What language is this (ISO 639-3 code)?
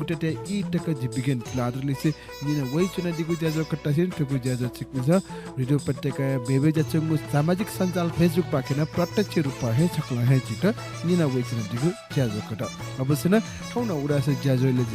new